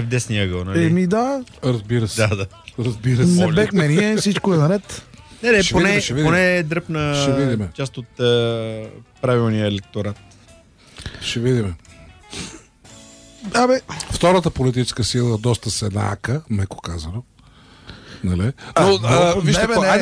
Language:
Bulgarian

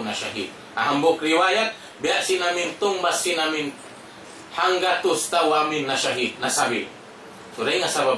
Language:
Tausug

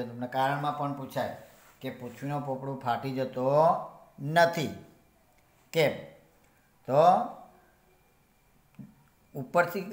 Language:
Gujarati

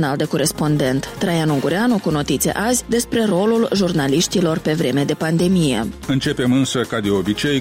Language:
Romanian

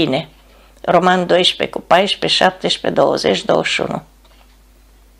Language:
Romanian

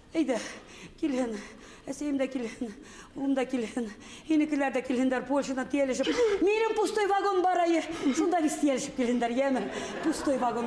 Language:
Bashkir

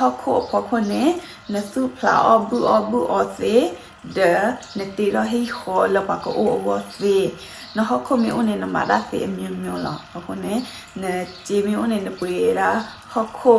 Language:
S'gaw Karen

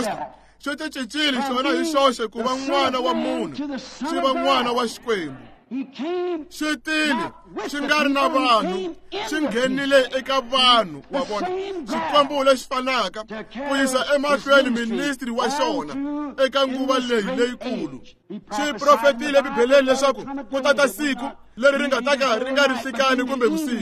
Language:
Tsonga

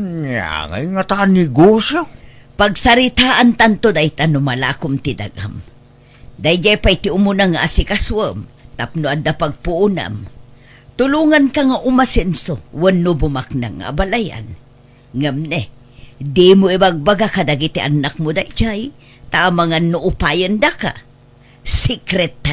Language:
Iloko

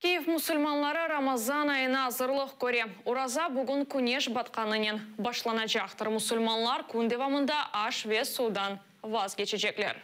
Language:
Crimean Tatar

